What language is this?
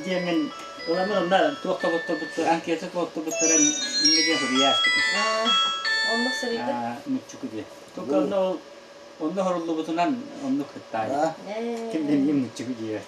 Yakut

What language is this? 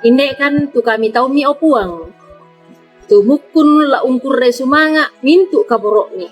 Toraja-Sa'dan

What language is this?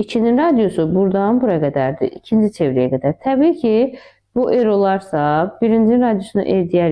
Azerbaijani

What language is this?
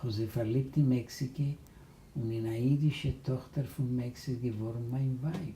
Yiddish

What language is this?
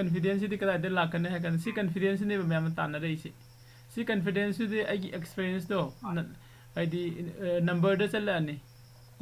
Manipuri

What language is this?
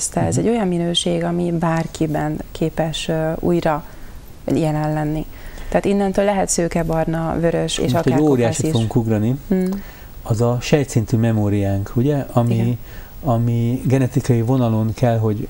Hungarian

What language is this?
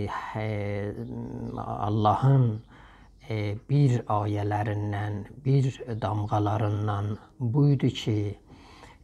South Azerbaijani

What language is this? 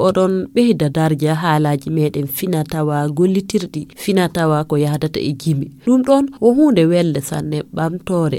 Fula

